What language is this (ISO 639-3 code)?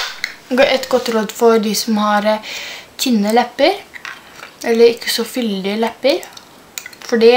nor